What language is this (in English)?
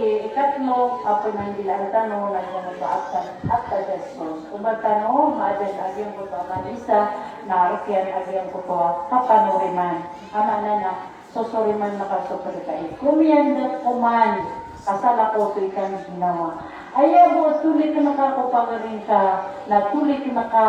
Maranao